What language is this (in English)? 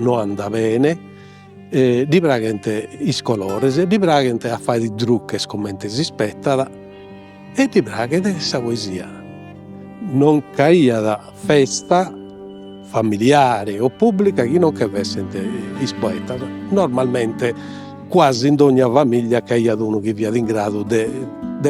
Sardinian